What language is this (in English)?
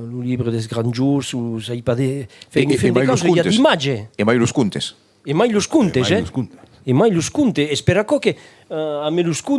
Occitan